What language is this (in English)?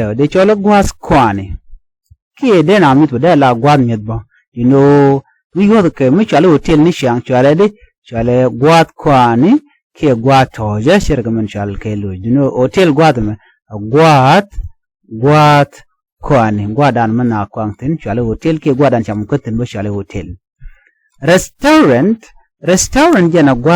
Nuer